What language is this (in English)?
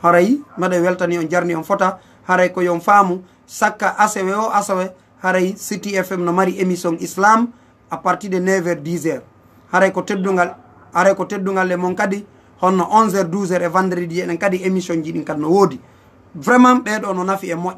Fula